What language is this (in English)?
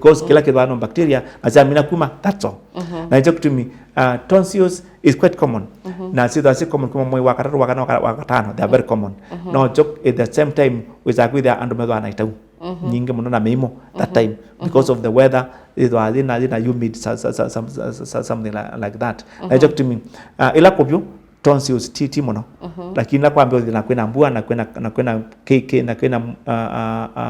Kamba